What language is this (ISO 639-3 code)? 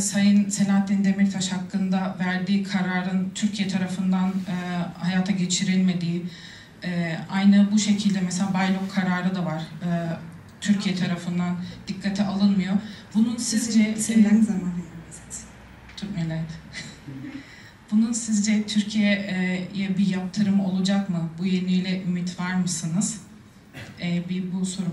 tur